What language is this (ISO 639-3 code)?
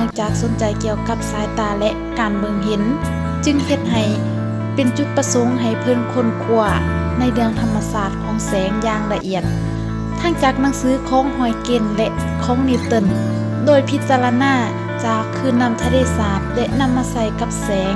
lao